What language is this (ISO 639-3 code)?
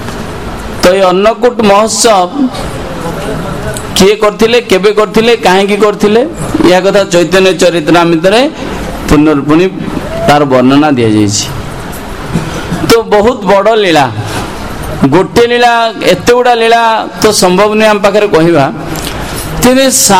ori